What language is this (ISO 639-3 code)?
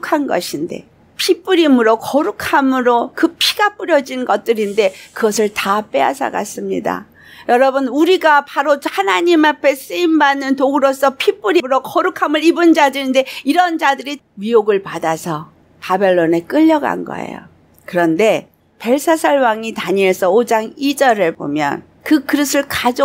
kor